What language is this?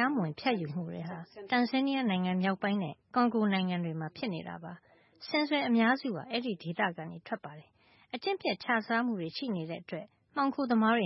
Burmese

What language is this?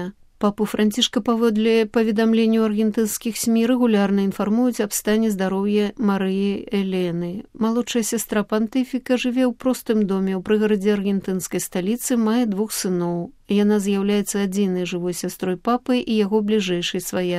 Belarusian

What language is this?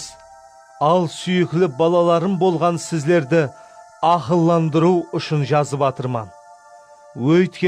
Kara-Kalpak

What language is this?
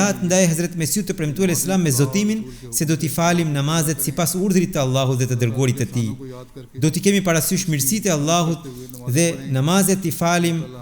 Albanian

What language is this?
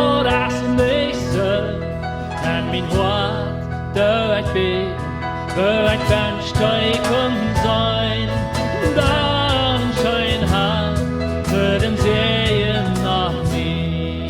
Plautdietsch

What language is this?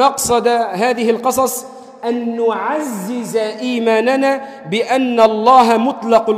Arabic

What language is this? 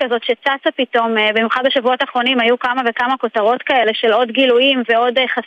Hebrew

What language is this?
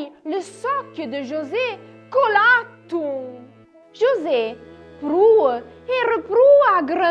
Arpitan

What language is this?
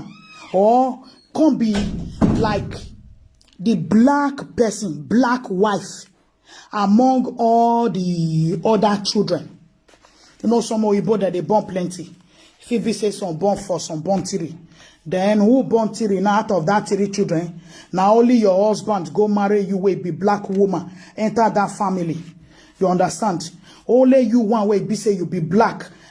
Nigerian Pidgin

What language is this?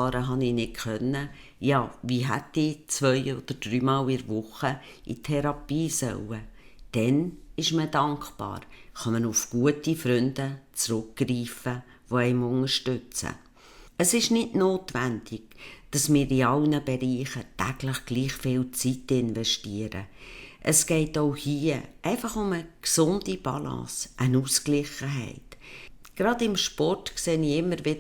Swiss German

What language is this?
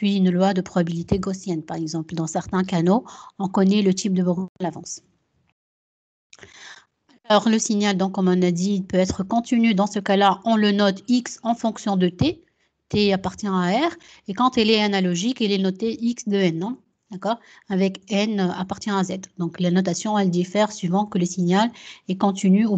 French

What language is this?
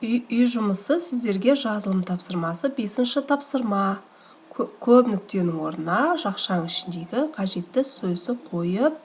Kazakh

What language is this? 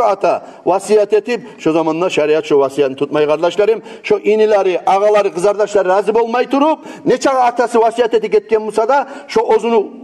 Kumyk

